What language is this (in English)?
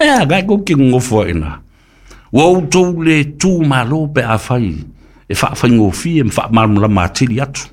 Samoan